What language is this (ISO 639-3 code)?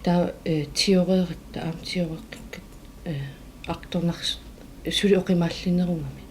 kal